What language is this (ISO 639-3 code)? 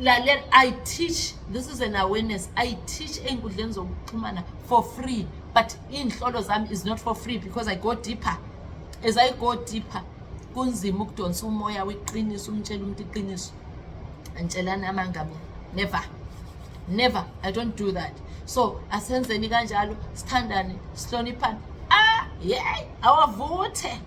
zul